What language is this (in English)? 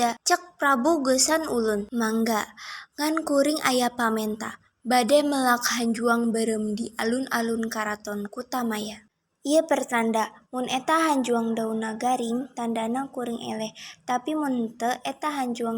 Sundanese